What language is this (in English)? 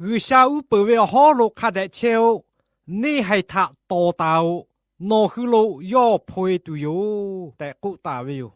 Lahu